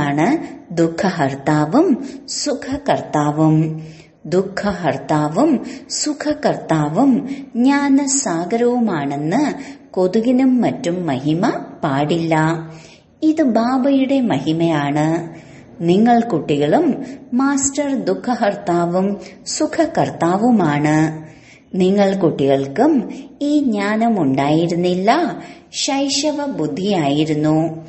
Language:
Malayalam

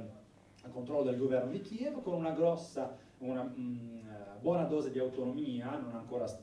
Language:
Italian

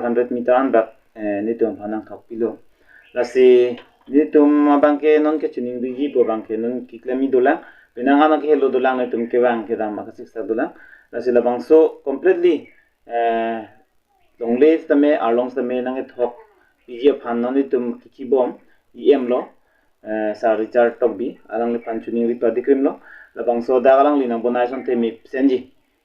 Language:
Karbi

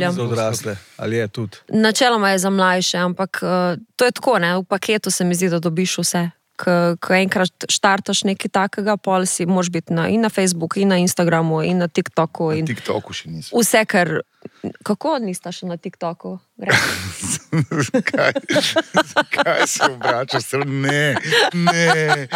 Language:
Slovenian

